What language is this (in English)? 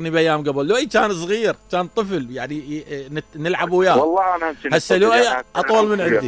Mesopotamian Arabic